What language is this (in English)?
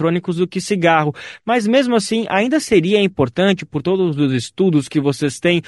Portuguese